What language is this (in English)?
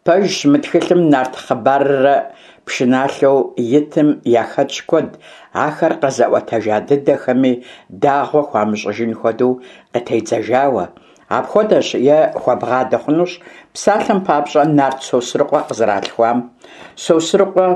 Kabardian